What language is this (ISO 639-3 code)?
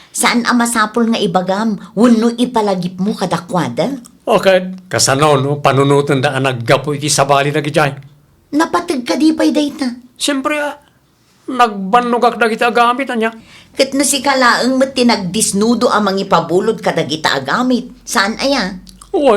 ilo